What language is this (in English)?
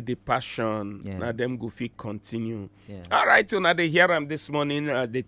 Nigerian Pidgin